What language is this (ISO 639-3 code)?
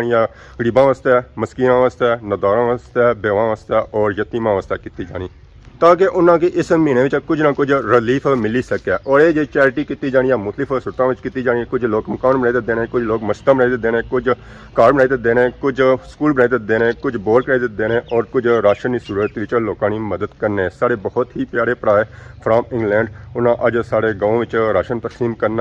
phr